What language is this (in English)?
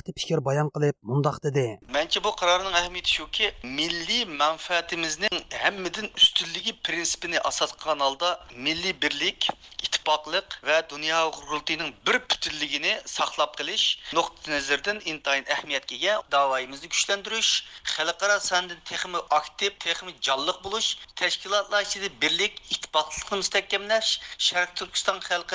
Uyghur